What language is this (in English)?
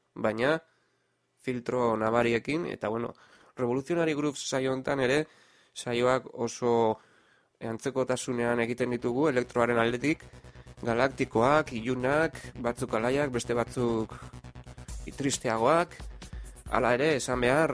Basque